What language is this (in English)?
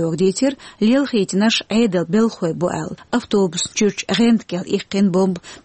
Chechen